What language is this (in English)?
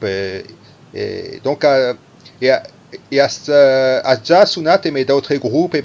Occitan